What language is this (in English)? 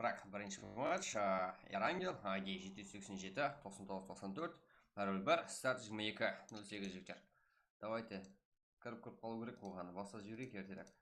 Kara-Kalpak